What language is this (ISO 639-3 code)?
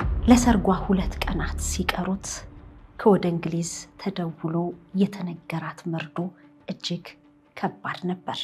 amh